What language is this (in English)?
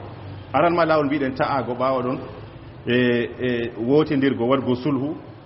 Fula